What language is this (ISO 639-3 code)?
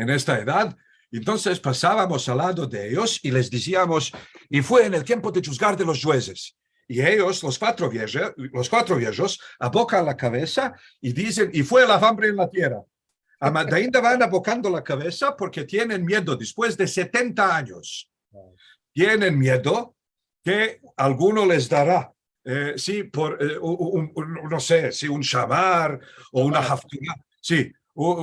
lad